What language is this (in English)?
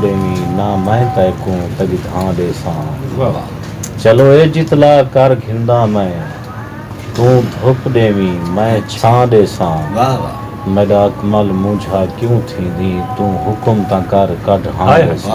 Saraiki